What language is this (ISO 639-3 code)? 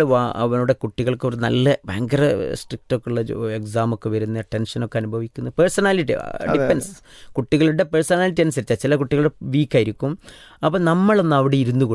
mal